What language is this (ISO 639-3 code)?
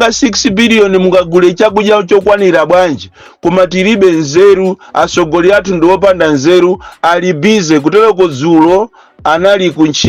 nya